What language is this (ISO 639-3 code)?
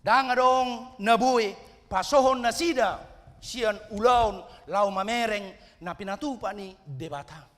bbc